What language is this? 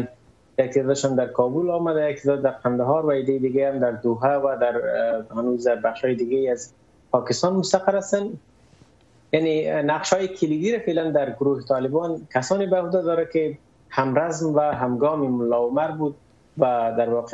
Persian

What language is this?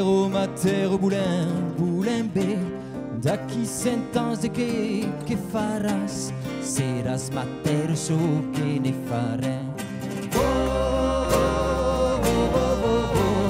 Occitan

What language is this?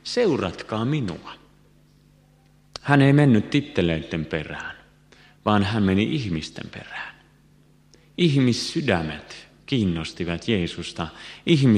Finnish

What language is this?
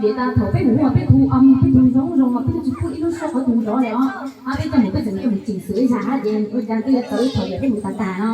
Hmong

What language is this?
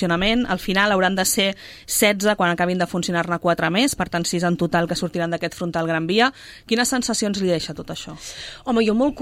Catalan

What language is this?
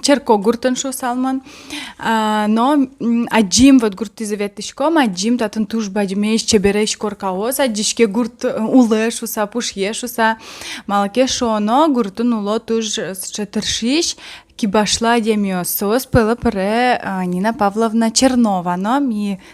Udmurt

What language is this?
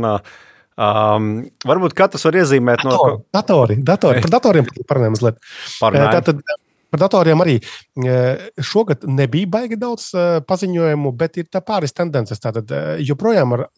Latvian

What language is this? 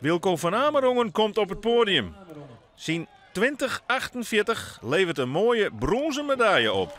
Western Frisian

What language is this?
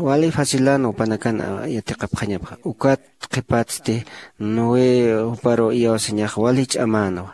Aymara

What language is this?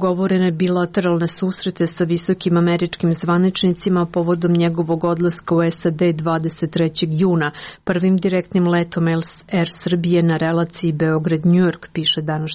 Serbian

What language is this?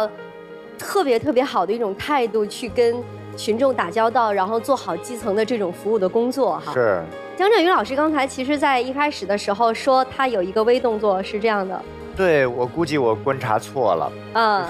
Chinese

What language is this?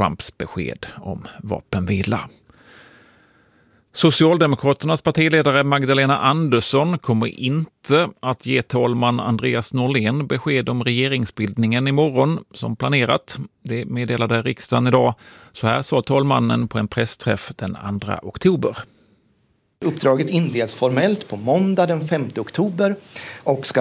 Swedish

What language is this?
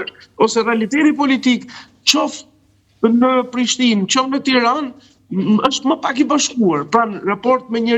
Albanian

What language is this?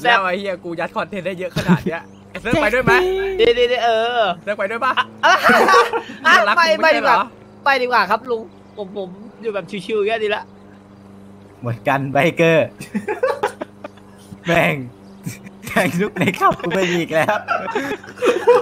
Thai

